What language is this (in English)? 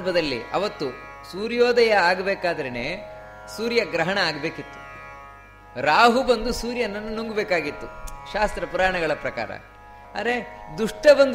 Kannada